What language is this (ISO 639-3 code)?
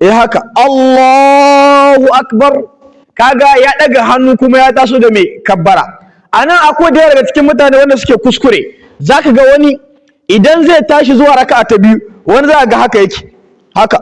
hau